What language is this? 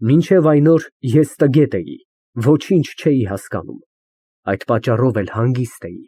Armenian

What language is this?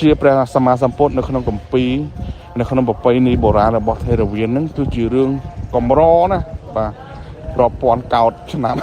Khmer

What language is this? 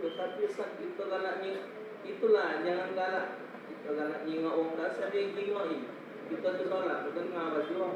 Musi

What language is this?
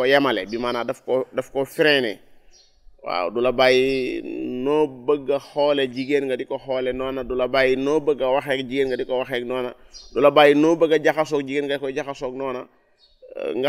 Wolof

